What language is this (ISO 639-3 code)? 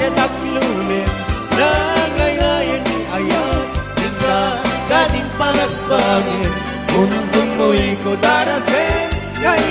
ilo